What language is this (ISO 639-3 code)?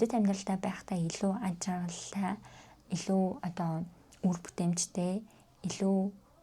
mon